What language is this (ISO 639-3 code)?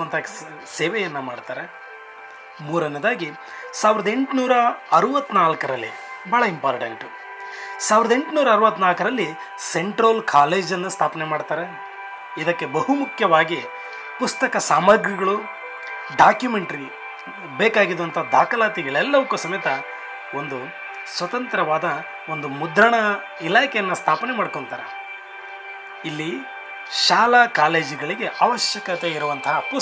kan